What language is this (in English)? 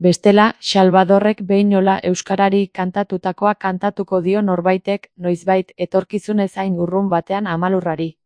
Basque